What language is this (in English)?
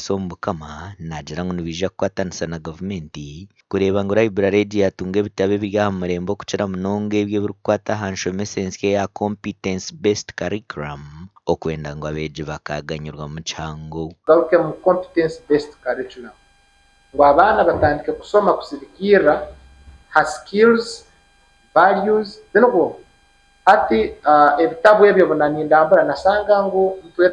Nyankole